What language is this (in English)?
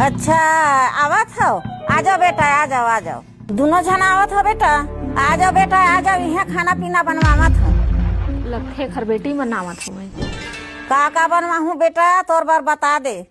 Chhattisgarhi